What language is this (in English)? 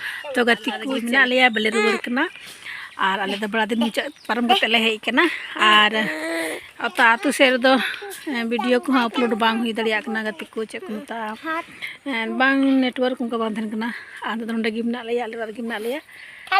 Santali